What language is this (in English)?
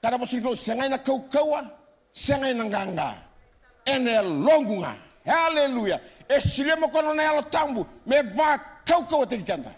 Fijian